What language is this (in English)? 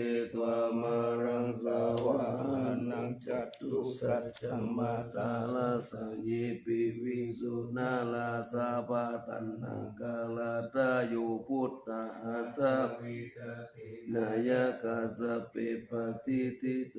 Pali